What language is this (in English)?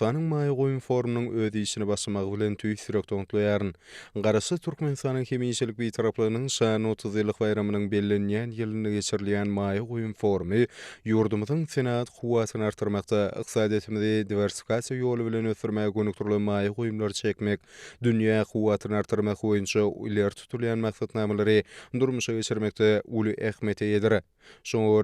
Turkmen